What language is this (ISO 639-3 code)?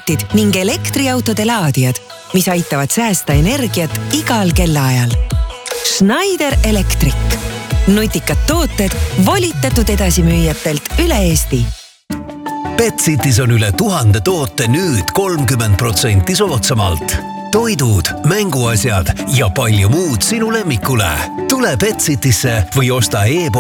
est